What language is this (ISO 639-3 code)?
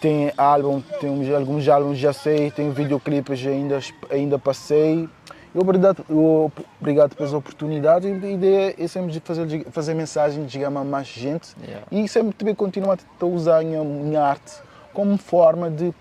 kea